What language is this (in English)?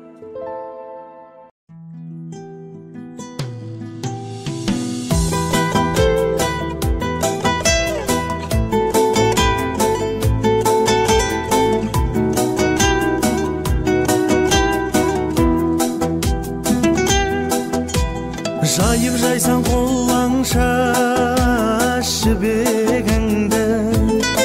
Kazakh